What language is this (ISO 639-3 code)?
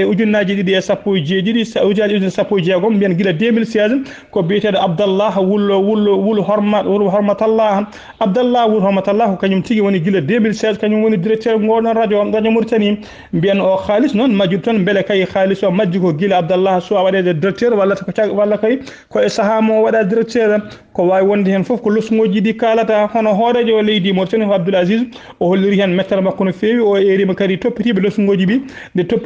ful